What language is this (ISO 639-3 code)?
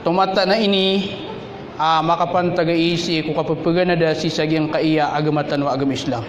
mrw